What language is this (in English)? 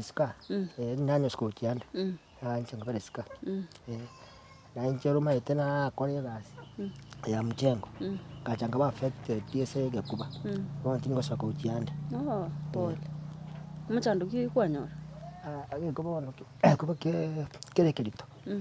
Gusii